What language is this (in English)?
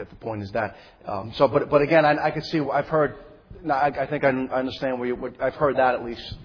English